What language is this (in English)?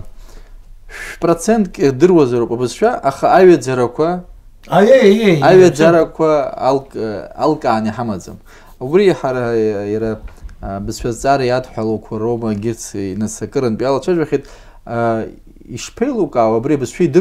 Abkhazian